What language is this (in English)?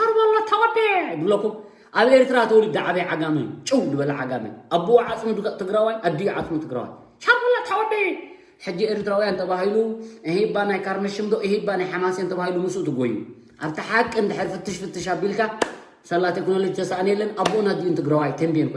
Tigrinya